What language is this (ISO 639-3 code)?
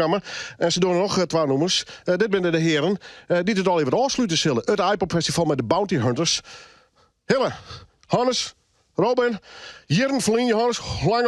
fry